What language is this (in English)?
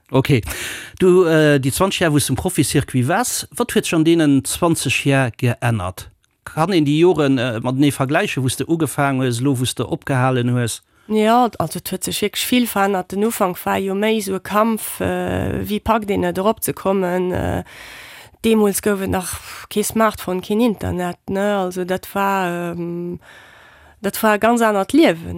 Luxembourgish